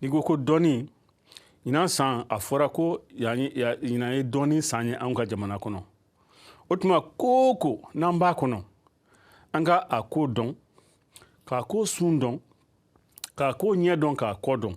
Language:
Bambara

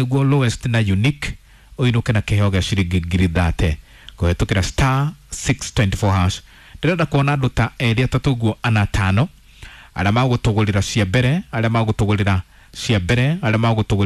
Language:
Kikuyu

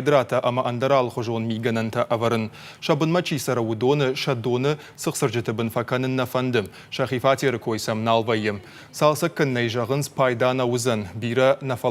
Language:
Ossetic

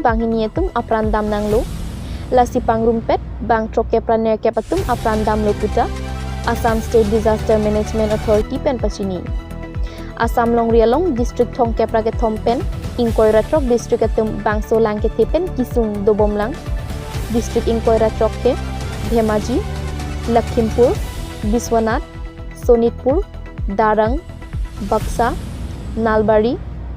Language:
Karbi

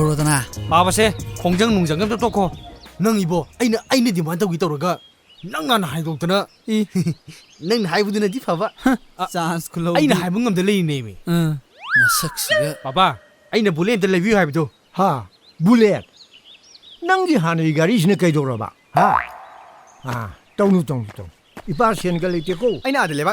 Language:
Manipuri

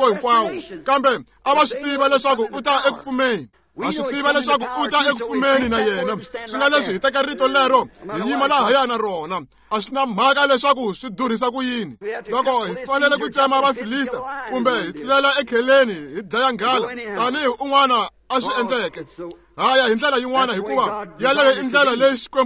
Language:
Tsonga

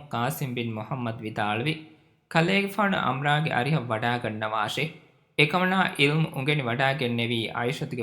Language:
Divehi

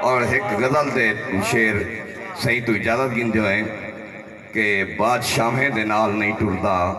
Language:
Saraiki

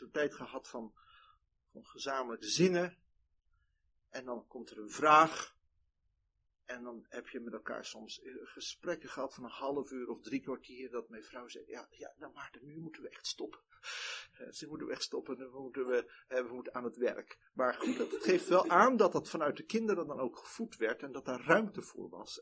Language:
Dutch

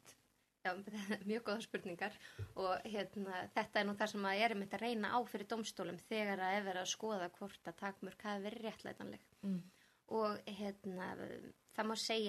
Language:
Icelandic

